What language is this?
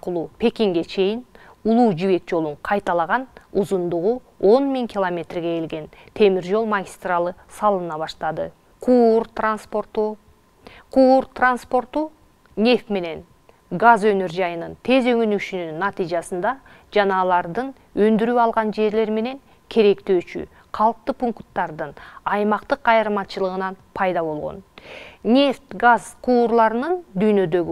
Kyrgyz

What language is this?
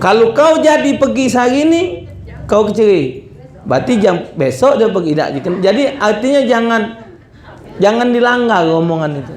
Musi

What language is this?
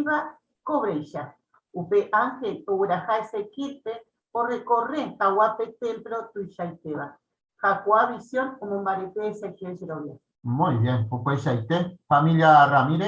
Guarani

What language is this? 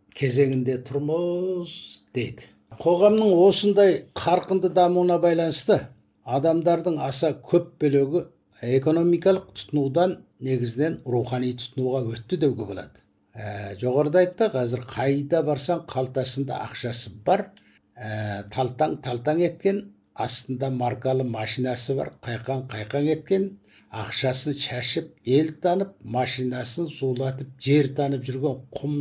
Kazakh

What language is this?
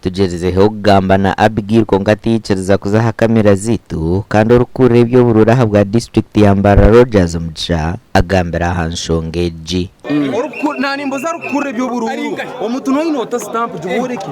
Nyankole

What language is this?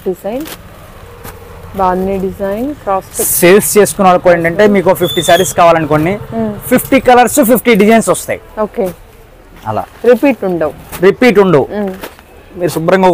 Telugu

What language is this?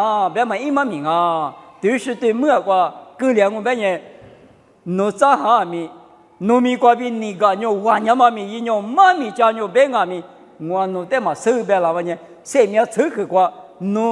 Lisu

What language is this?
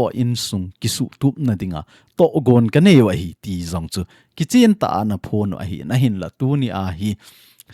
Thado Chin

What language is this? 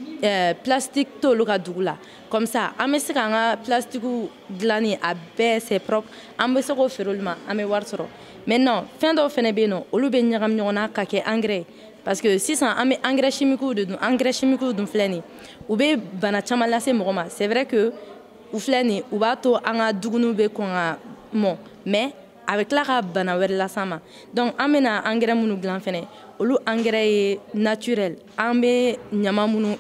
Bambara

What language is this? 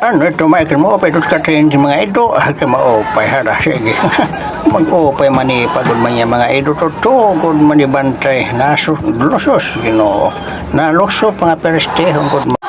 Waray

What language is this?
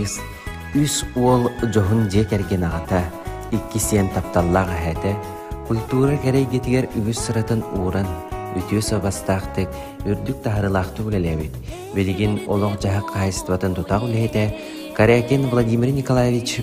Yakut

